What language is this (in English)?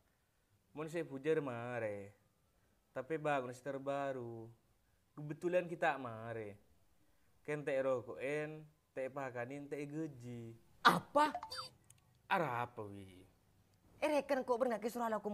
Madurese